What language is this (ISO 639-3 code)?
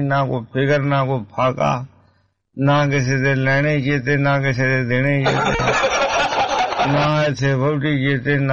pan